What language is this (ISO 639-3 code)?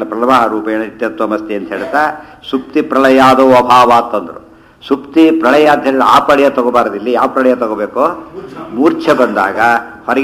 kan